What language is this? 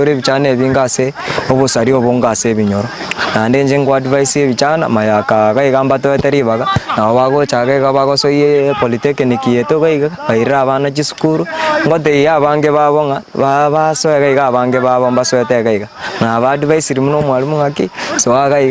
Gusii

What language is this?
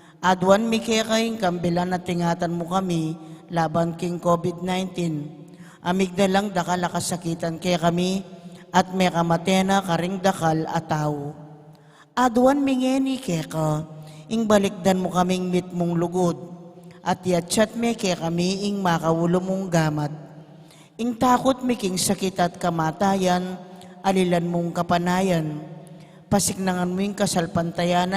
Pampanga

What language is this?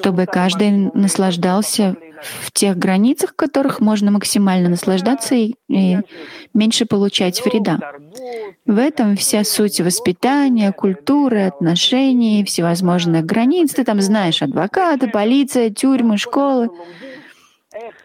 Russian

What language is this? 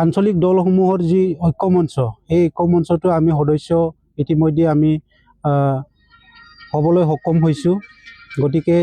Assamese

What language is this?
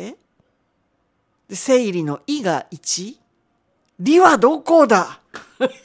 Japanese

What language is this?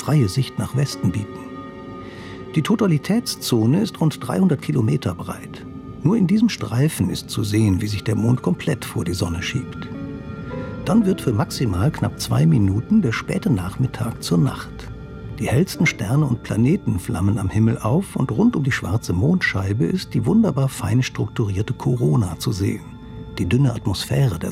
German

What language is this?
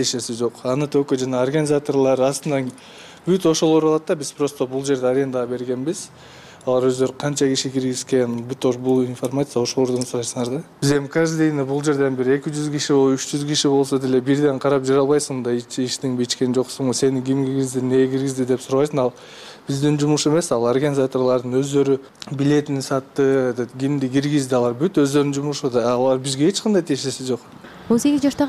Kyrgyz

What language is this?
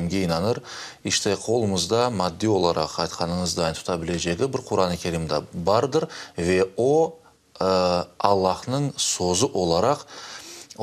Crimean Tatar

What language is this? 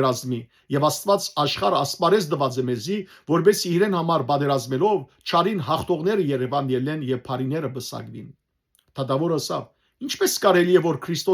Western Armenian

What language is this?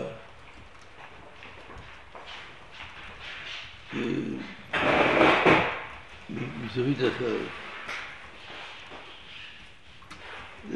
Hebrew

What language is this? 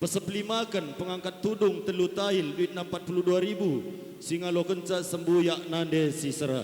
Batak Karo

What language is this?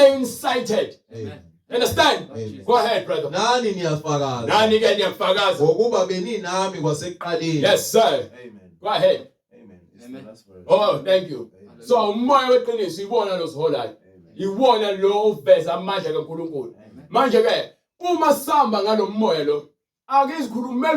Zulu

